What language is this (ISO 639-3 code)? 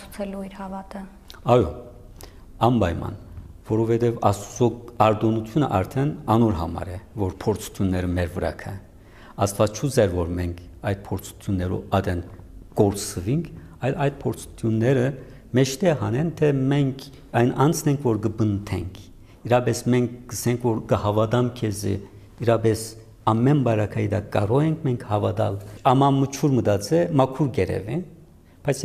hye